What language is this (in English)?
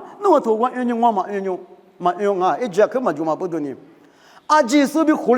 Lisu